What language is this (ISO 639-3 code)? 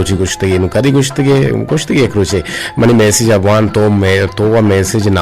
bgp